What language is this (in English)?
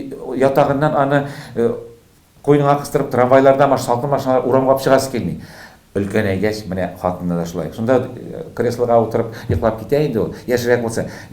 Tatar